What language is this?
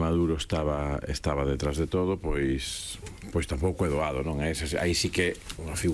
Galician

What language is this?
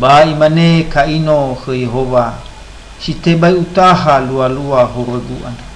Nias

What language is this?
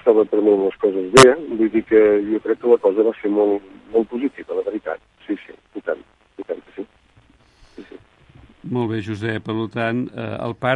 Catalan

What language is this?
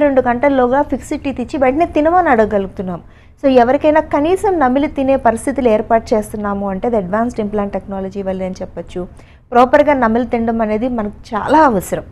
Telugu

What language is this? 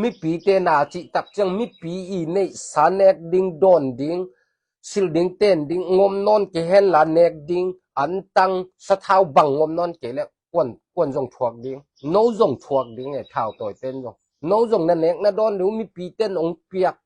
Tedim Chin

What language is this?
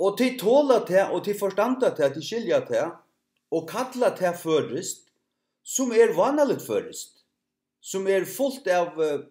Faroese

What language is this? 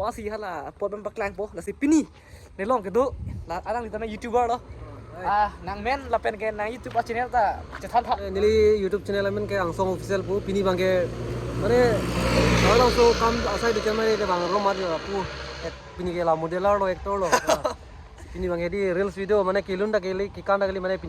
Karbi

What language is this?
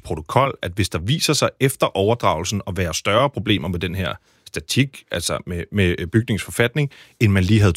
Danish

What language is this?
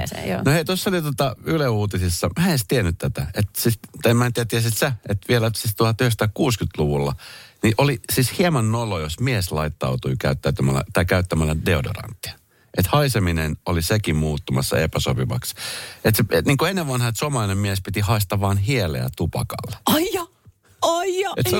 Finnish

